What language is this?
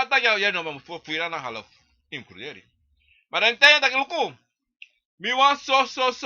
Sranan Tongo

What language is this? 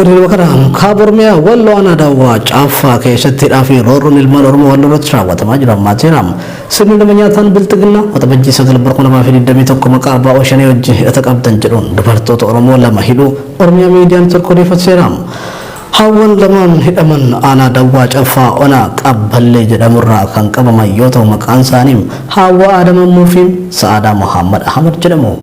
Oromo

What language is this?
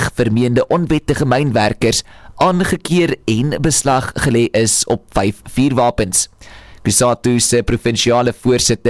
Afrikaans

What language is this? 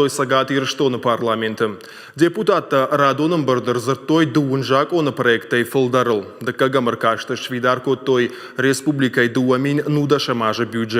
Ossetic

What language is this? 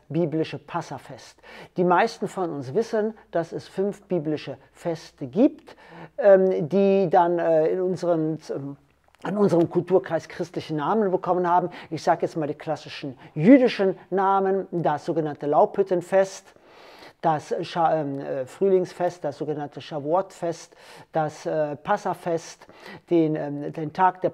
German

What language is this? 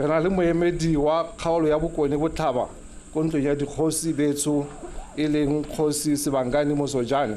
Tswana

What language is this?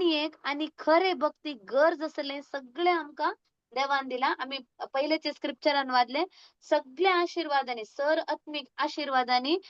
Konkani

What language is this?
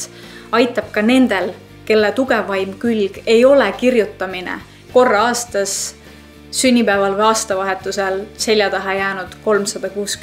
Estonian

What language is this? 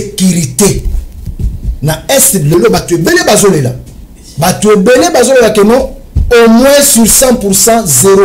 Lingala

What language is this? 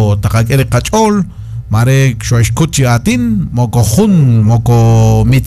Kekchí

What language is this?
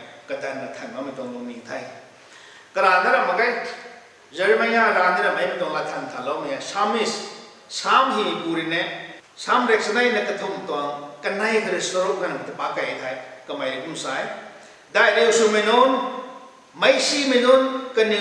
Rongmei Naga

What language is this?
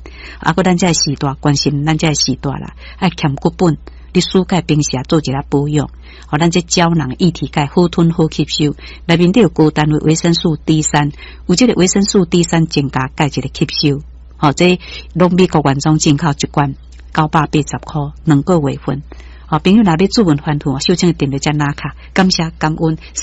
Min Nan Chinese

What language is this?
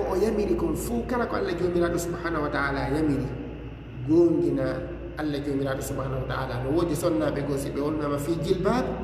Fula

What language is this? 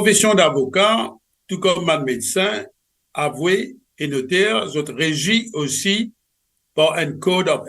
Morisyen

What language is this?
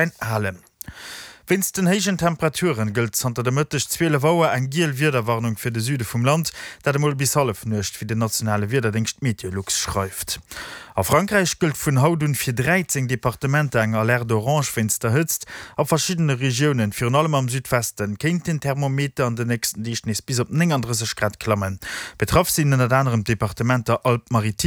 Luxembourgish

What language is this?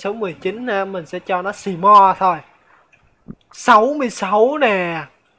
Vietnamese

